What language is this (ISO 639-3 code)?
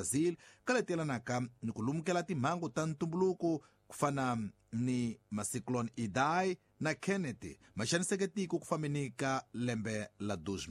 tso